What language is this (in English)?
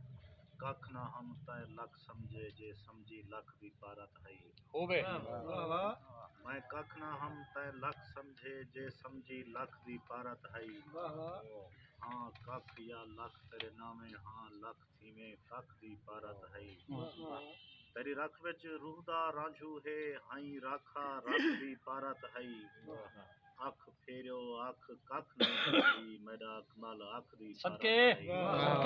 Saraiki